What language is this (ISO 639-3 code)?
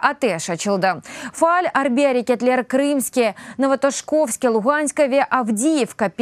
crh